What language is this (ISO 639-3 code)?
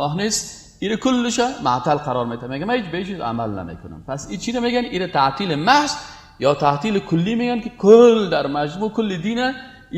fas